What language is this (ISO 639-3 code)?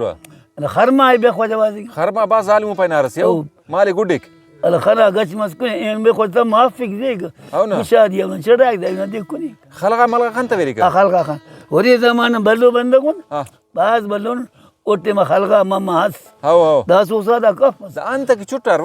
brh